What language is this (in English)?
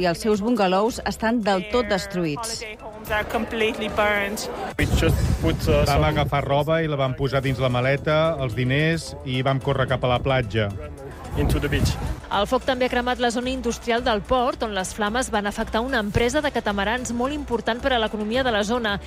Catalan